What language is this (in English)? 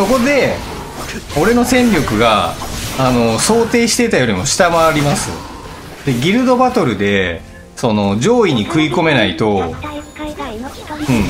Japanese